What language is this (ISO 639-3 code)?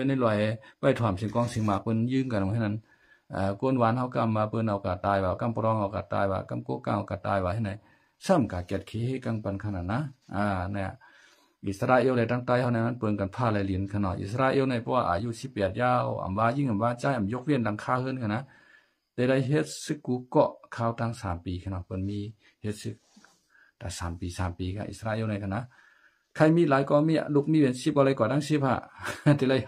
shn